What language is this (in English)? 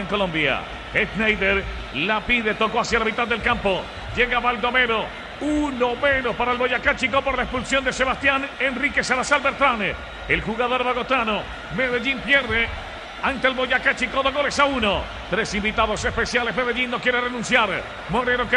Spanish